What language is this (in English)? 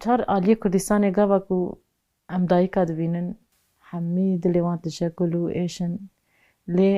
Kurdish